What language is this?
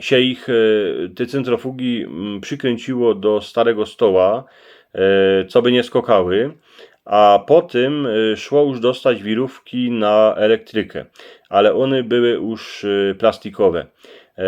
Silesian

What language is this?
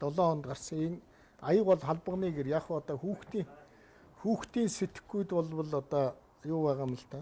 Mongolian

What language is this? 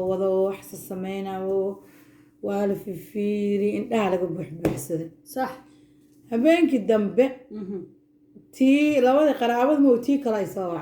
Somali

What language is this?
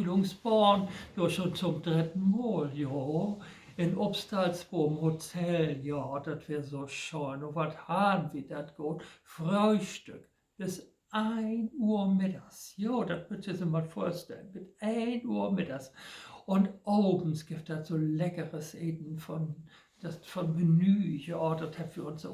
Low German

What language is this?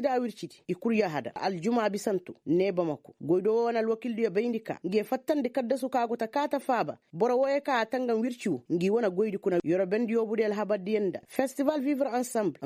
Koyraboro Senni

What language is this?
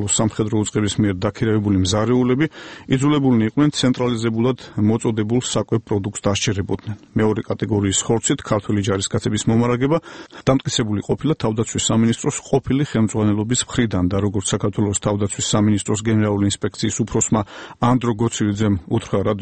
Georgian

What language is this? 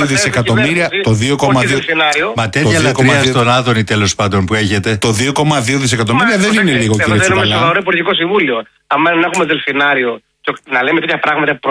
Greek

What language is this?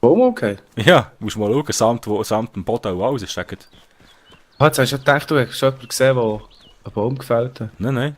Swiss German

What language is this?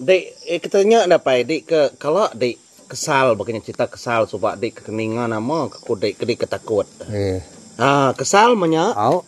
Iban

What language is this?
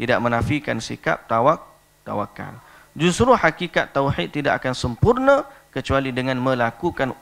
Malay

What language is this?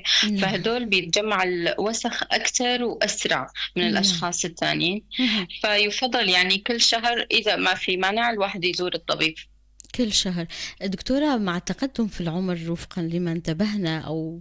North Levantine Arabic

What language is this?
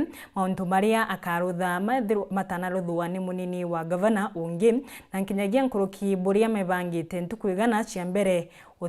Meru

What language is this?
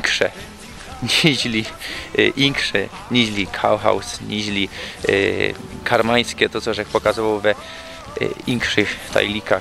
Silesian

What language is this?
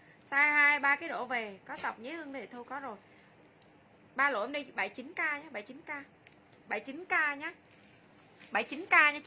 Vietnamese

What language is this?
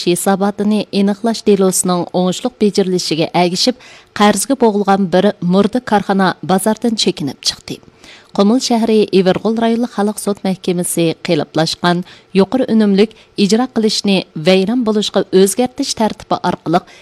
Uyghur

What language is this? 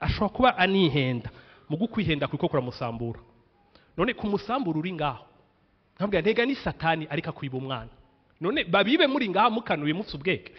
Rundi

